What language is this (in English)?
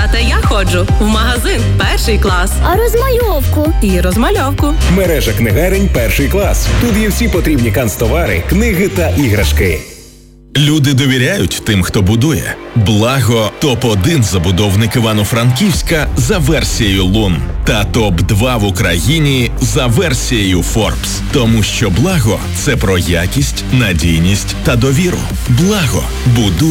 Ukrainian